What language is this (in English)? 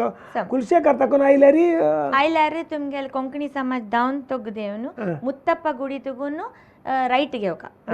Konkani